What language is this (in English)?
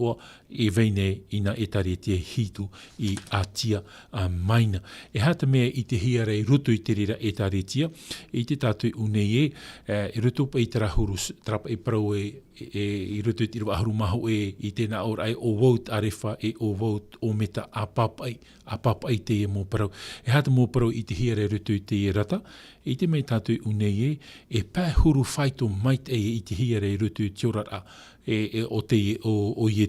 Tahitian